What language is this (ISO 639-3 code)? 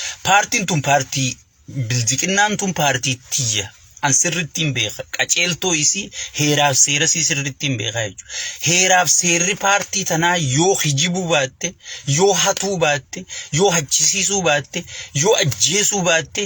orm